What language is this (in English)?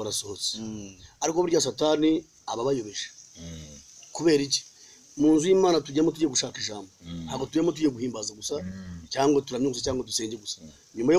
Kinyarwanda